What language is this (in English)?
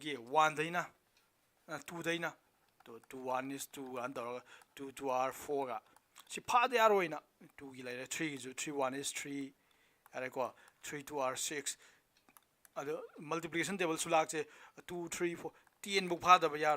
Manipuri